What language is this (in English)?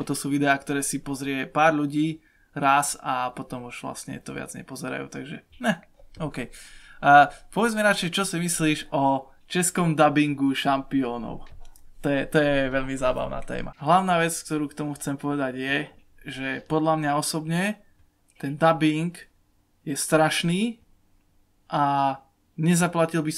Slovak